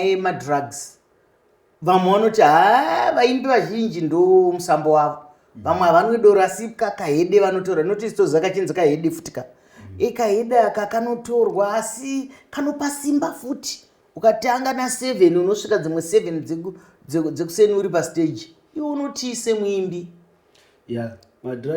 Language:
Shona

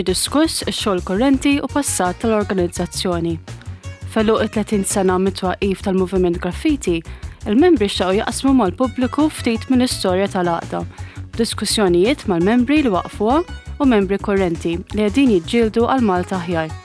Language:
Maltese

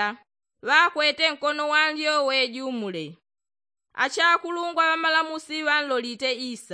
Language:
Yao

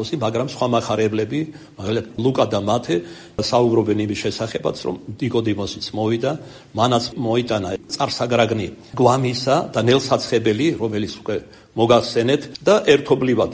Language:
Georgian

